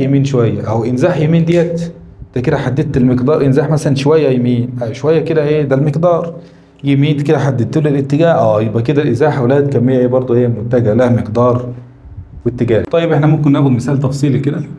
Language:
Egyptian Arabic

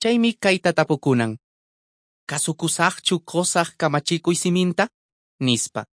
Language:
Quechua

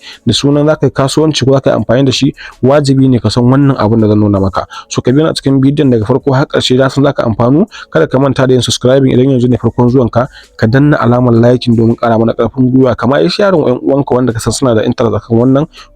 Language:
Hausa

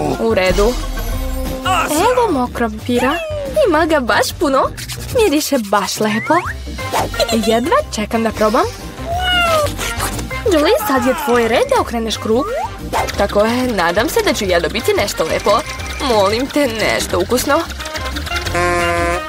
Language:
Serbian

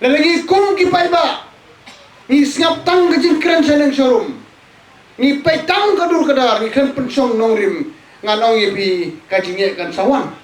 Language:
Khasi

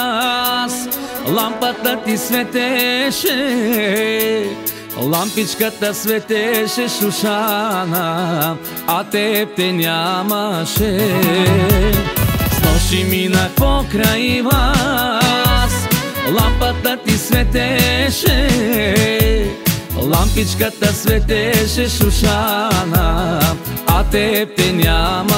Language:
Bulgarian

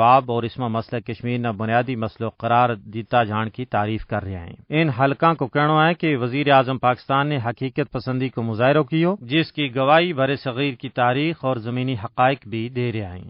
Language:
Gujari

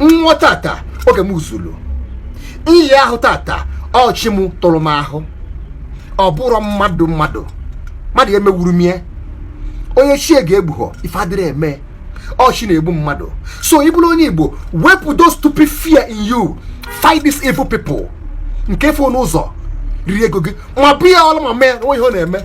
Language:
Igbo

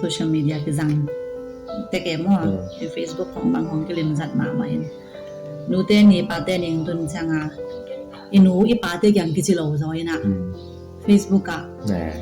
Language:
Tedim Chin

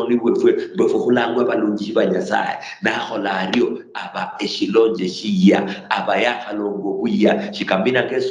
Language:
Luyia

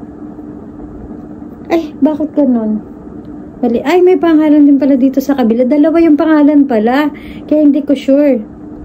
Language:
Filipino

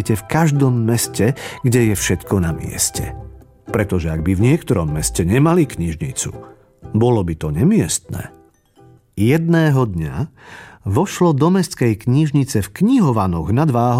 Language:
Slovak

